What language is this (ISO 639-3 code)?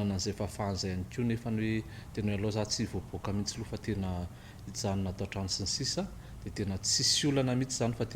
mlg